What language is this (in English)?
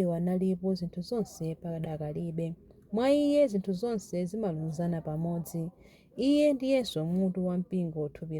Nyanja